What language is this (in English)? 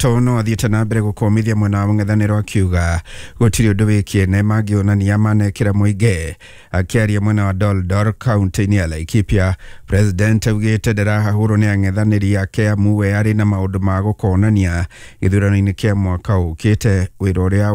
Kikuyu